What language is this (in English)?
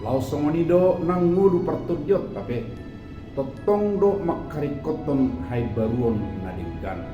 Batak Toba